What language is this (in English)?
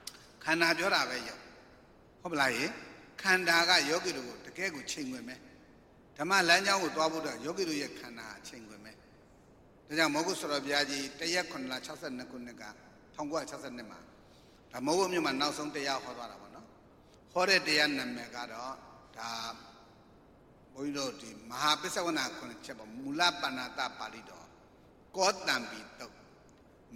Burmese